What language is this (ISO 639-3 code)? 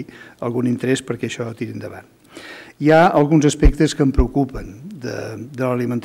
cat